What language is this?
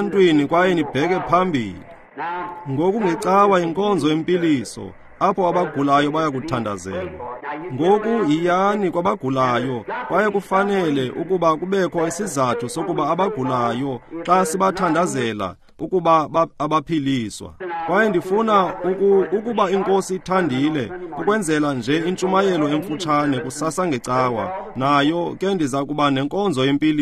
Xhosa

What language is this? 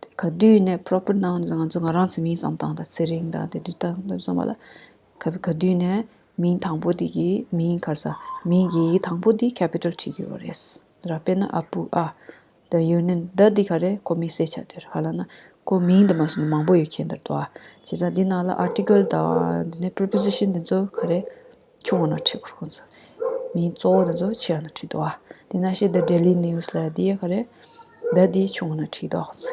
Tibetan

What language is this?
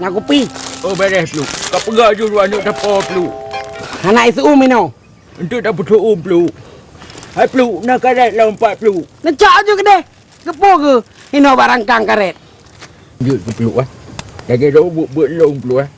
Achinese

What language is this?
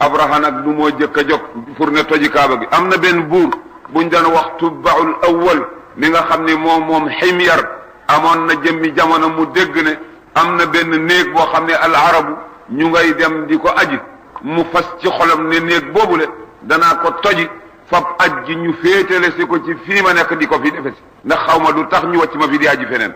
Wolof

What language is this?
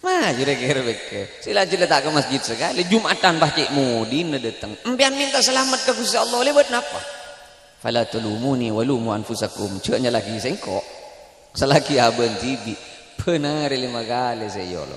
Madurese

